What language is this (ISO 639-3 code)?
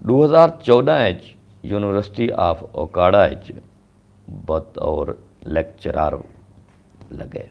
skr